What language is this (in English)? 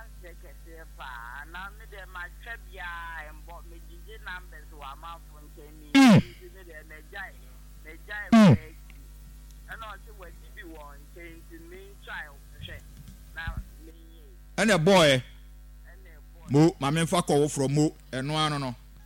Akan